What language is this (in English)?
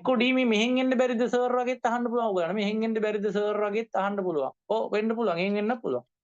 Sinhala